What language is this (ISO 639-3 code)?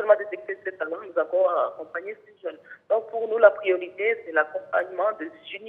fra